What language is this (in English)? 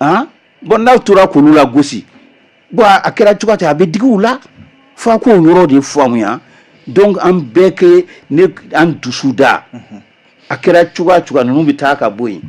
Bambara